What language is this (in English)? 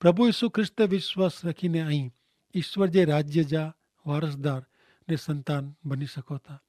Kachhi